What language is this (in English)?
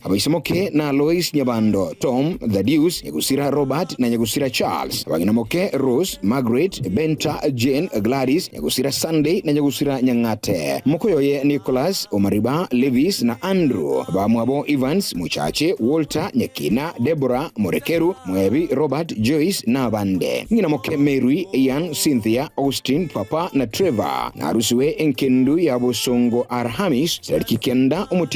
Gusii